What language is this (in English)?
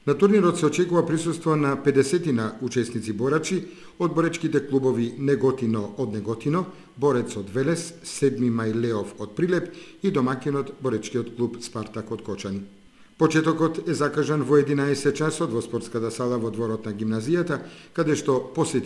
Macedonian